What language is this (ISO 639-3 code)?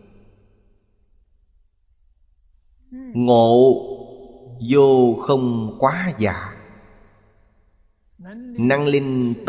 vie